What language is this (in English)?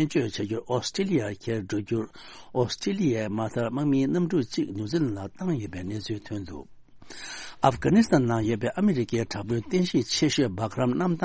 Tibetan